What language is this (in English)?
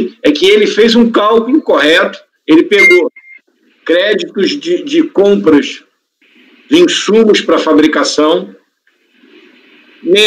Portuguese